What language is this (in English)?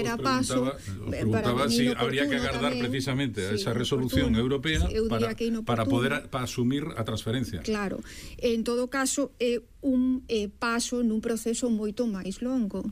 Galician